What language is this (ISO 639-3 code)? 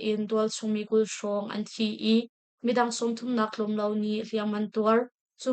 cnh